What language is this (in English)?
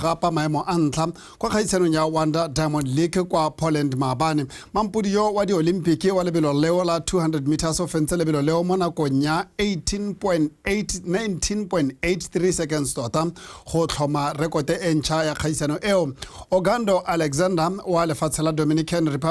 Tswana